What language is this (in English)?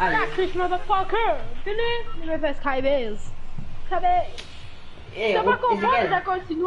Morisyen